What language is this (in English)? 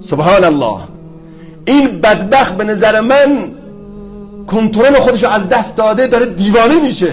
Persian